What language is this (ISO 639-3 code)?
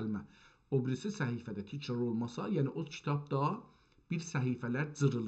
azb